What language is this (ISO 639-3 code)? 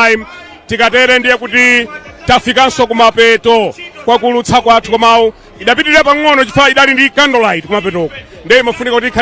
nya